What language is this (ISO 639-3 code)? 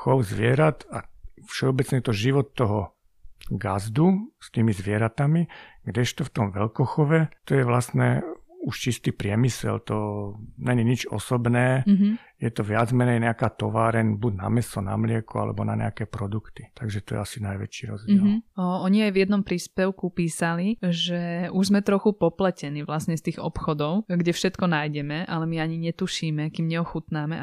slk